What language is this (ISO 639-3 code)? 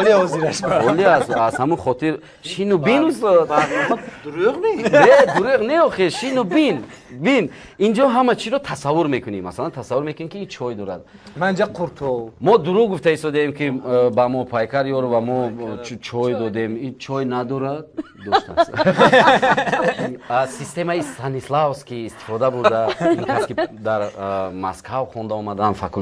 tgk